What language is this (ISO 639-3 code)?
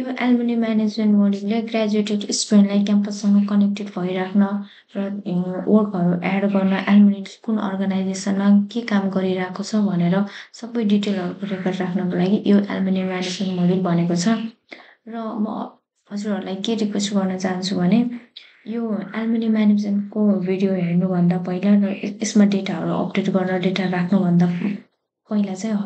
nep